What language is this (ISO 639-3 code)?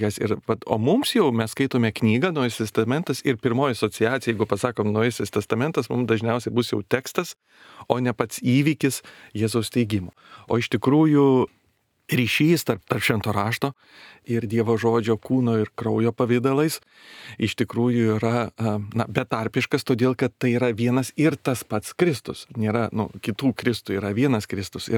lit